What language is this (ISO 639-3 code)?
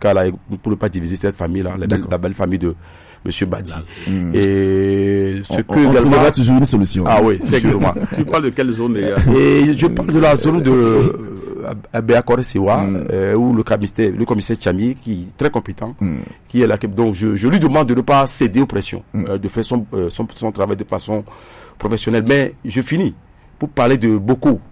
fra